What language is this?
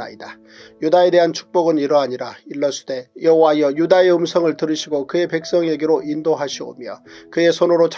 Korean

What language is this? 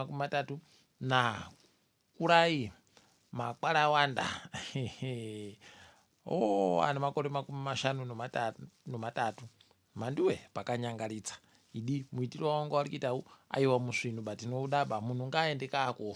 Ndau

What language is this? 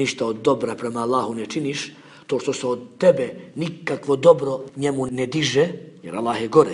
Bosnian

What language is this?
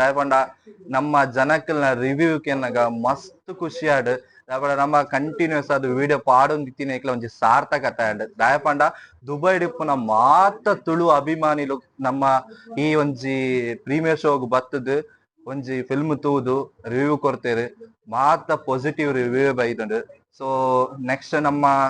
Tulu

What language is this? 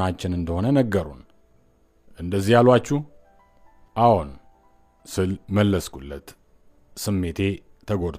Amharic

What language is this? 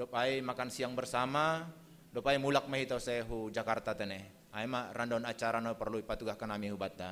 Batak Simalungun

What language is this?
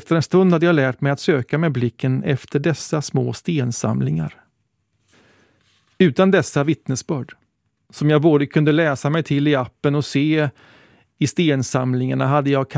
Swedish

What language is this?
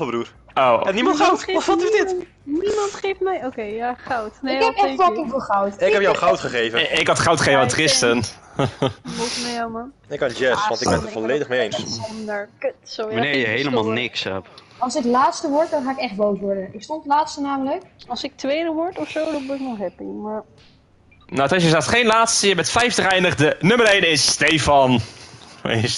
Dutch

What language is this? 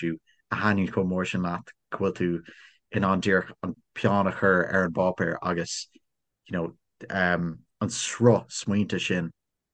Irish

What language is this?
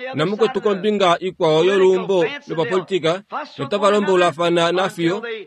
Kuanyama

